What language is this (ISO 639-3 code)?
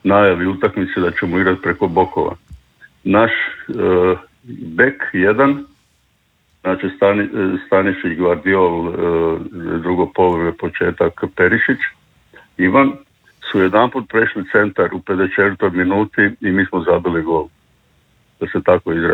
hrv